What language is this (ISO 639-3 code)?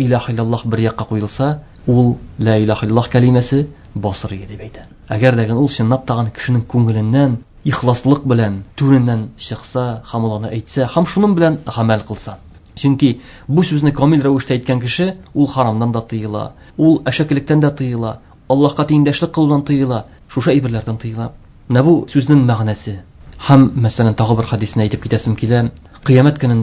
tat